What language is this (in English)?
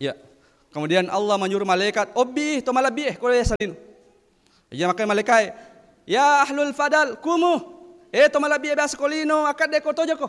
Buginese